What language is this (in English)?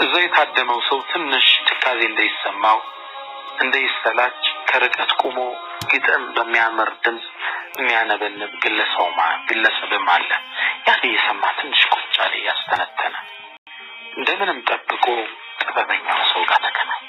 Amharic